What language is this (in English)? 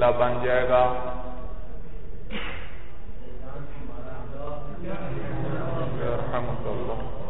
Urdu